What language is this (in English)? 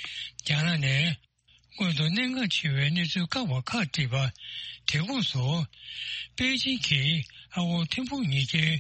Tibetan